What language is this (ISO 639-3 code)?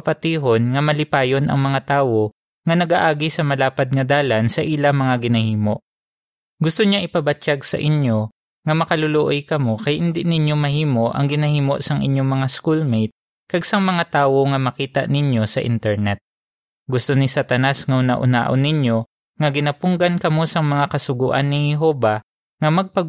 hil